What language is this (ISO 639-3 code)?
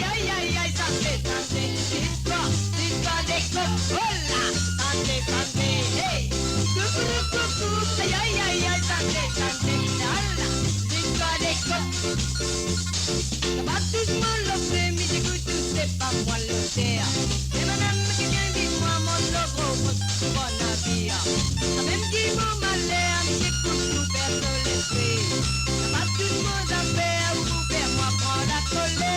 mfe